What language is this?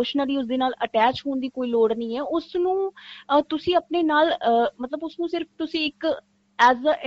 Punjabi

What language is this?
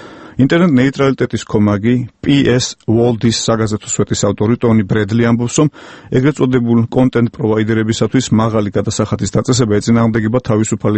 Georgian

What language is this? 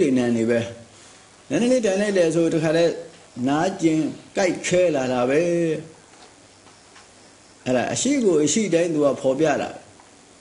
Burmese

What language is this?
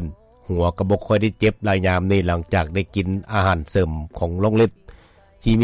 Lao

